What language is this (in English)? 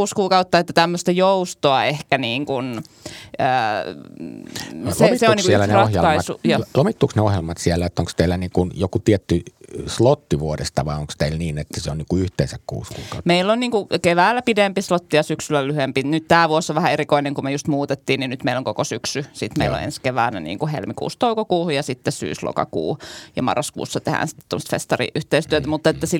Finnish